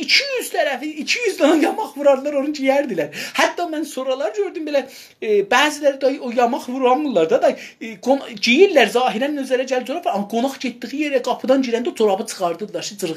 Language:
South Azerbaijani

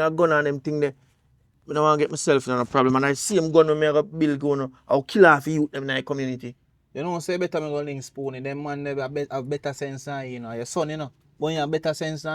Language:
Jamaican Creole English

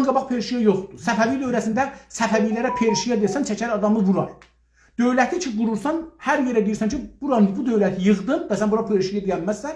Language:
South Azerbaijani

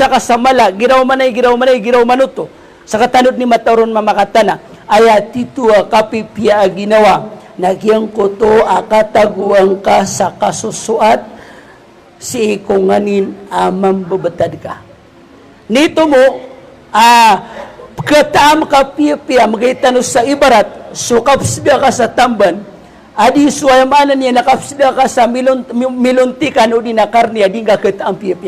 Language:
Maranao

